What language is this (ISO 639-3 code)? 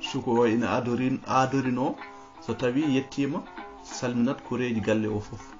ful